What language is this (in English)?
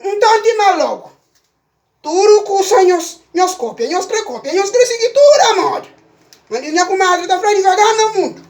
Kabuverdianu